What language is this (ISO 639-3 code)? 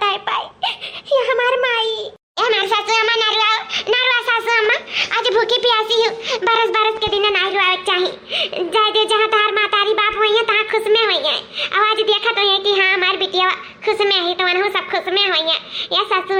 awa